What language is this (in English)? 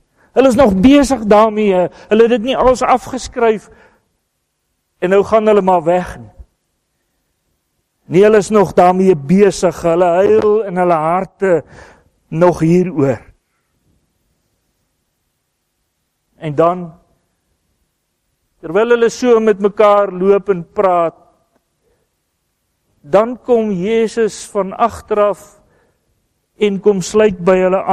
Afrikaans